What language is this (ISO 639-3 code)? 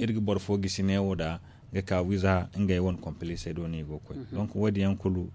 dje